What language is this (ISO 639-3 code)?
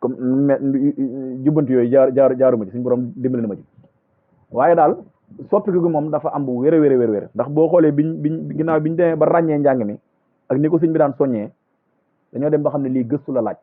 wol